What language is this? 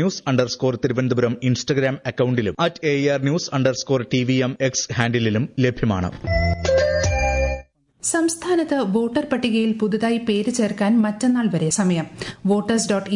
Malayalam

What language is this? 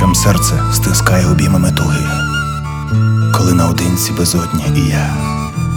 Ukrainian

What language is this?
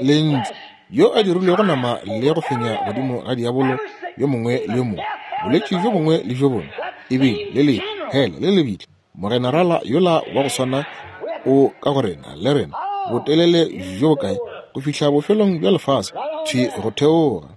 Northern Sotho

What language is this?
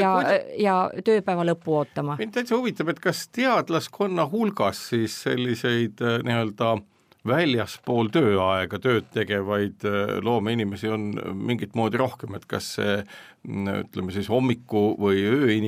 Estonian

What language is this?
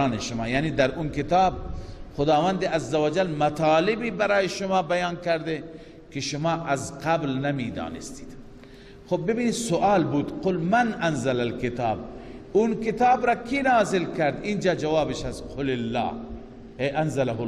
Persian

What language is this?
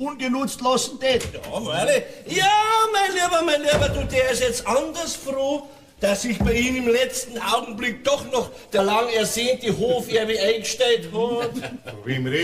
Bavarian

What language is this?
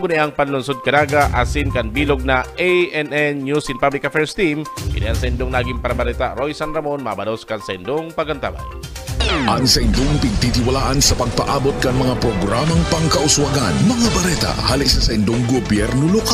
Bikol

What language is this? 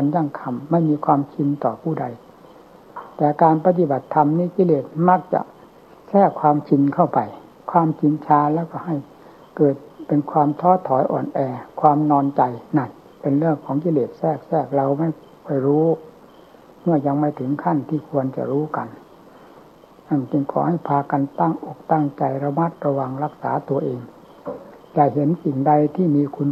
Thai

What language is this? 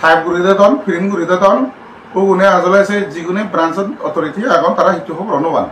Chakma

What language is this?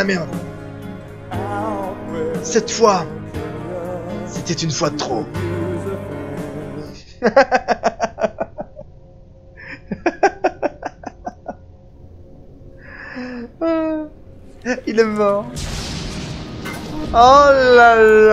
French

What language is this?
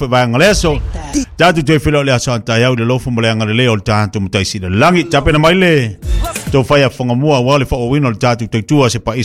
Samoan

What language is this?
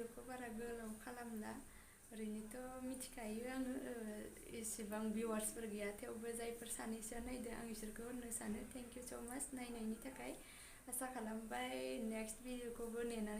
Bodo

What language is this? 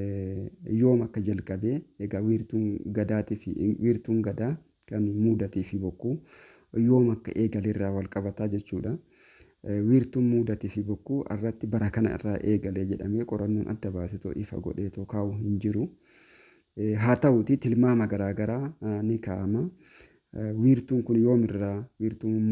Oromo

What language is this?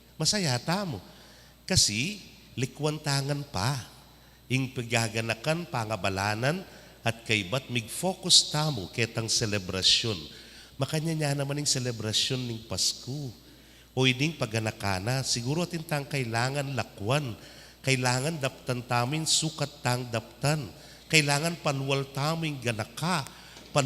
Pampanga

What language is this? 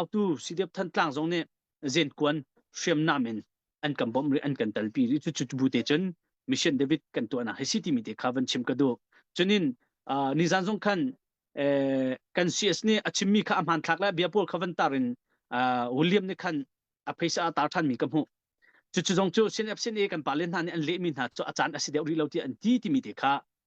Hakha Chin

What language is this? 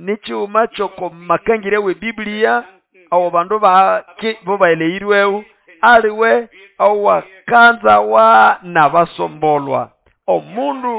Nande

